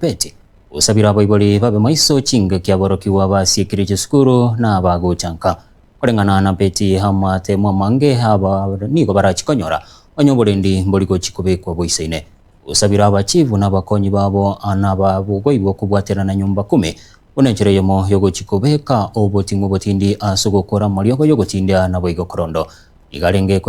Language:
Gusii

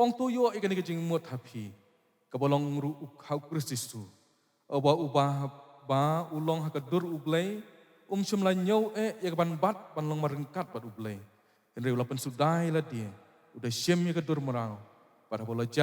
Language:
Khasi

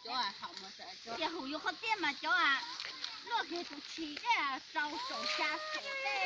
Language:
Hmong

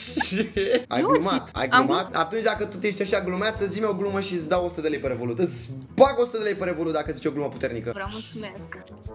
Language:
Romanian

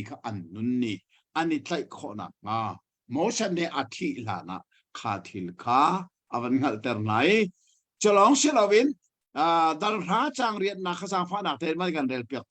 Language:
Hakha Chin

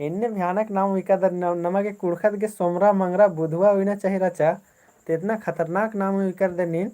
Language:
Kurukh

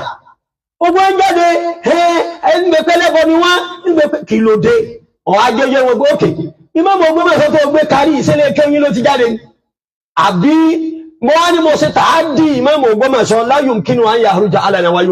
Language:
Yoruba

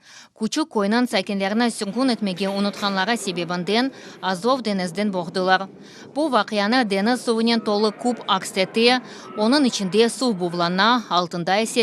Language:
Crimean Tatar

